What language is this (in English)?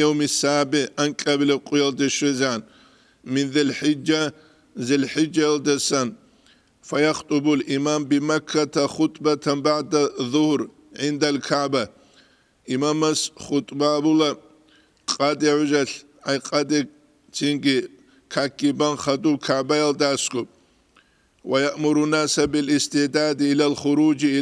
Avaric